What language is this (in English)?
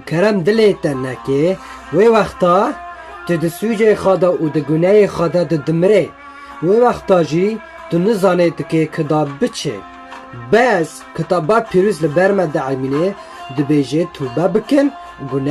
Kurdish